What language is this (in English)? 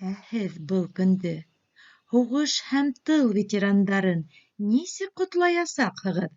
Bashkir